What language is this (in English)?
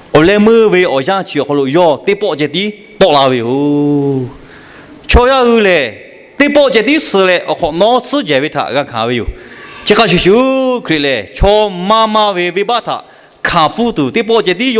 Lahu